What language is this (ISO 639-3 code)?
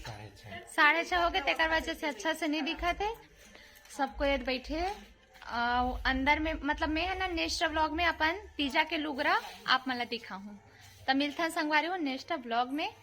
hne